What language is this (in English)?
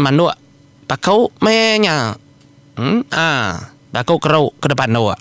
Iban